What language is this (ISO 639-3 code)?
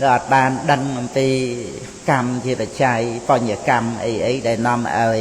khm